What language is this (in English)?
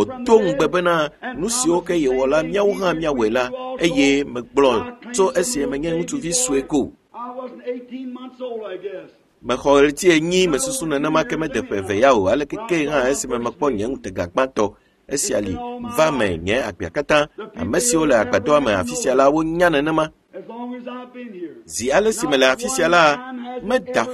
Ewe